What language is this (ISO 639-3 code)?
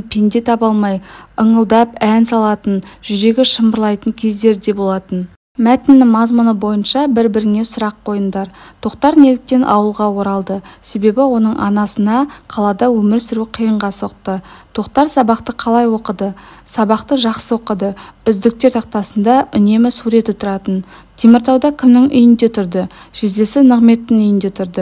kaz